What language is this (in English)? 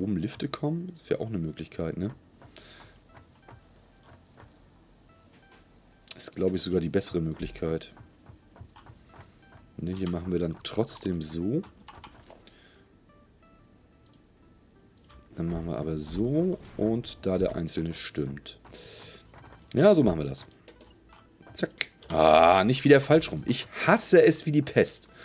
German